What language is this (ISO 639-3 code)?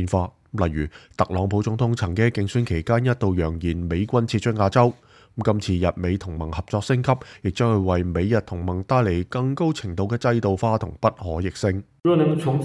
yue